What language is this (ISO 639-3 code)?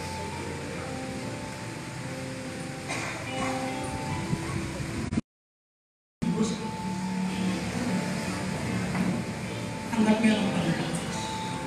fil